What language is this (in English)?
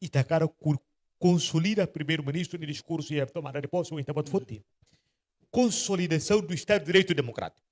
Tetum